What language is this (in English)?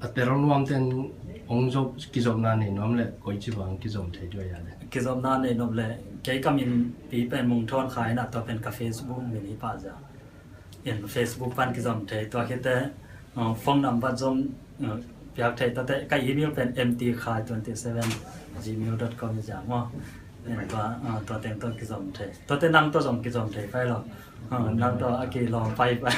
Tedim Chin